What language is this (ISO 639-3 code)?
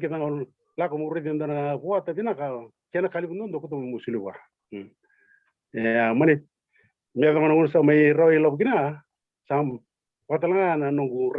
fij